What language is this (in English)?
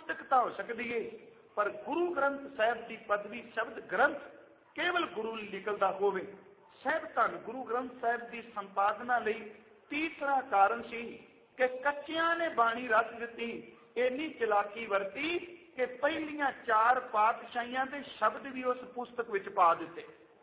Punjabi